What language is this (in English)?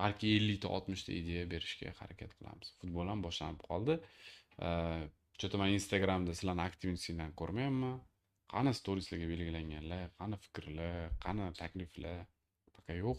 Uzbek